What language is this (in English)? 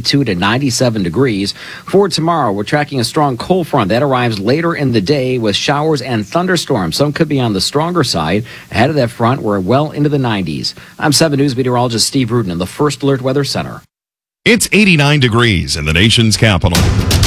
English